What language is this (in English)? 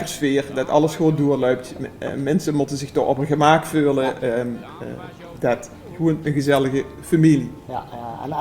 Limburgish